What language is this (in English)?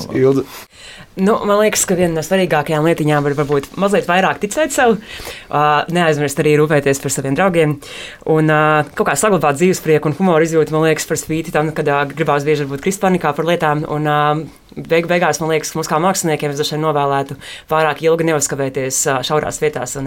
Latvian